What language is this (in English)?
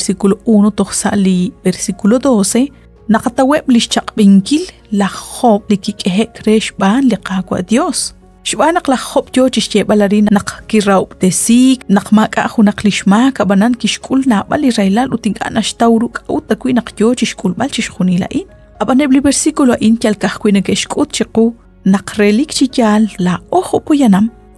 Kekchí